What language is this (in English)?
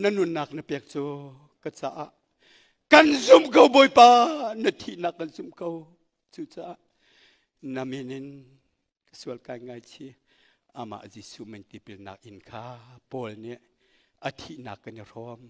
Hakha Chin